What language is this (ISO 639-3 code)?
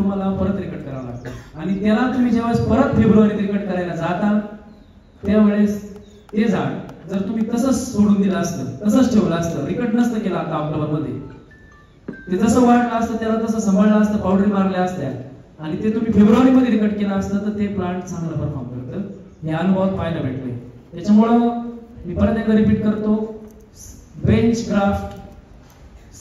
mar